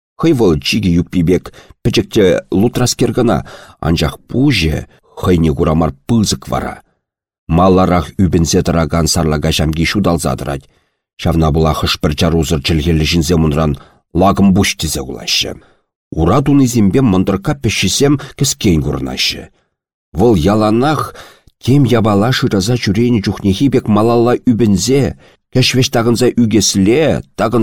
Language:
Chuvash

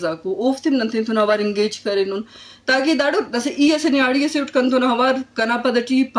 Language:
Eastern Balochi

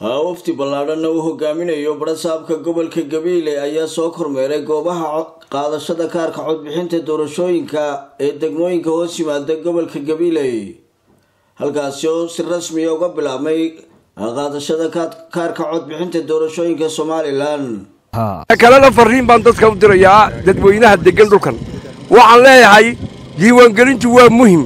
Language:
Somali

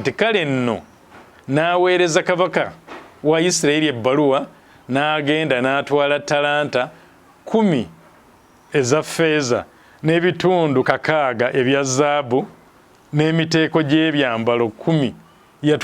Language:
Ganda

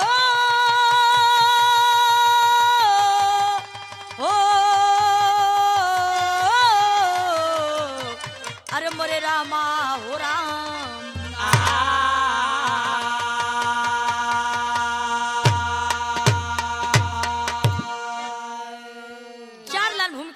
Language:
Bhojpuri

